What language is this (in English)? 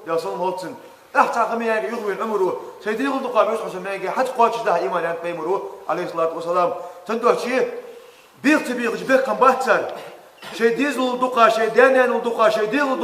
Ingush